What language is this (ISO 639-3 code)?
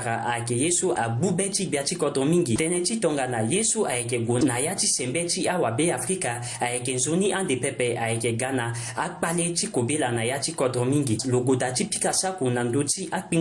sag